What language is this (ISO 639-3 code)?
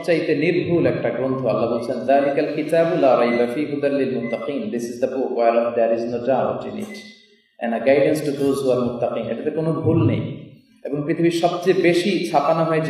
ben